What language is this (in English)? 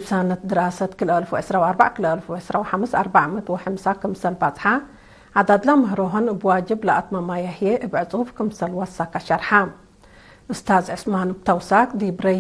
Tigre